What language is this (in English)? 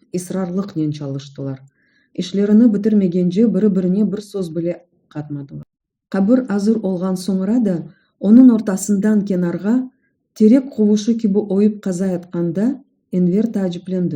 Crimean Tatar